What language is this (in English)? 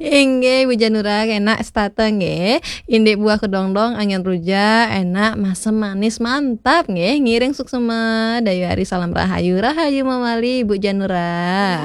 Balinese